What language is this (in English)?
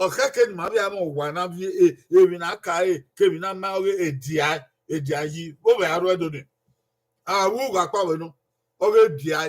Bini